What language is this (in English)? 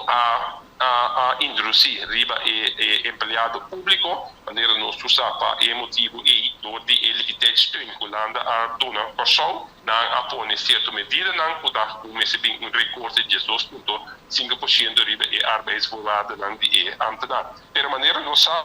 Papiamento